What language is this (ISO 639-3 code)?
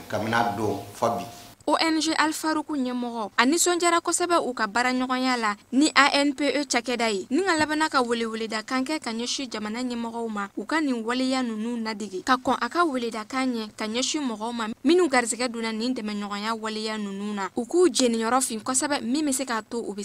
bam